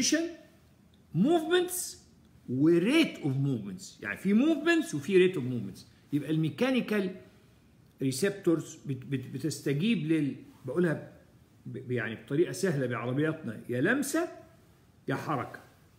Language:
Egyptian Arabic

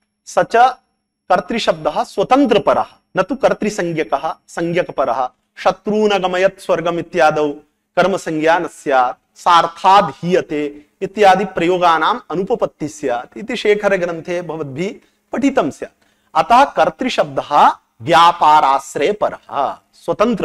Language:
Sanskrit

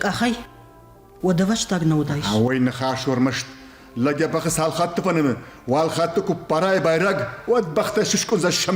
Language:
Ossetic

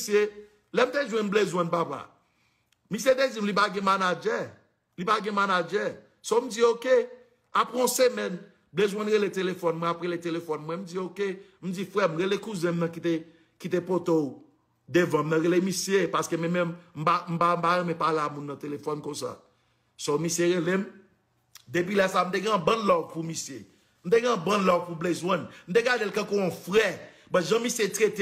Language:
Haitian Creole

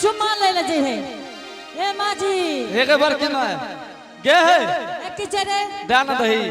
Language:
Angika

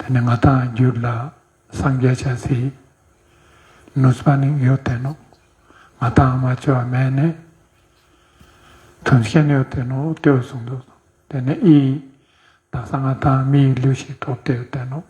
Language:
Ladakhi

